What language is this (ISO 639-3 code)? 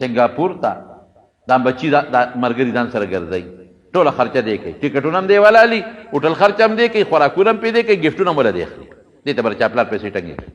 pus